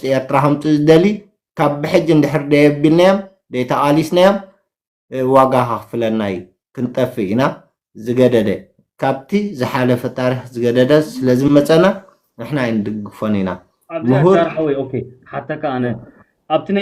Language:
Tigrinya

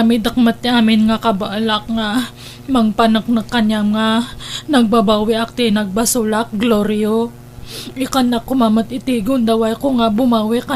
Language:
Iloko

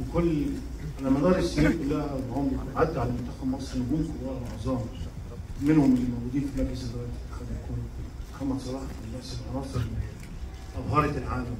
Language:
Egyptian Arabic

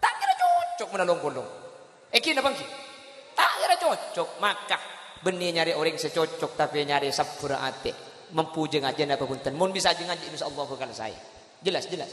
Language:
Madurese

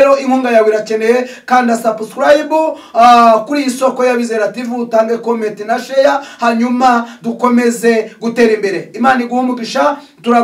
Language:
Kinyarwanda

